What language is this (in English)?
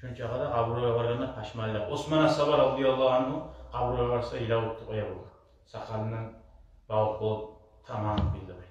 Kumyk